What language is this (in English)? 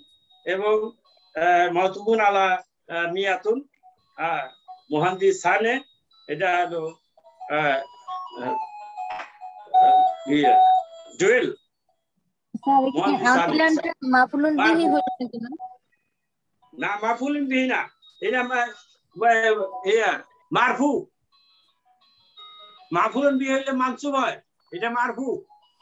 Bangla